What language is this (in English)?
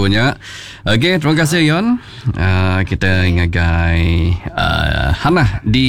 Iban